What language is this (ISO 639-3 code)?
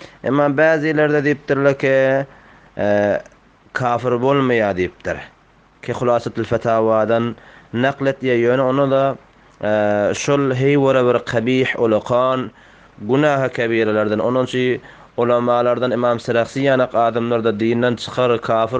tuk